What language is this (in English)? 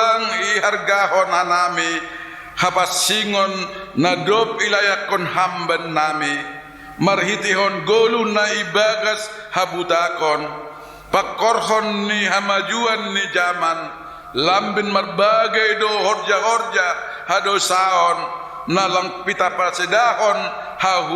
Batak Simalungun